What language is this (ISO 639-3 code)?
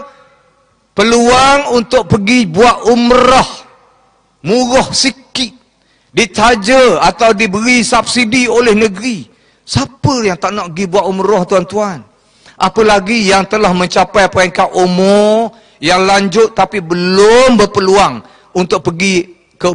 msa